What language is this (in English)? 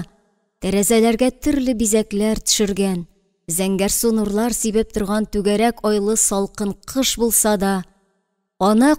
Tatar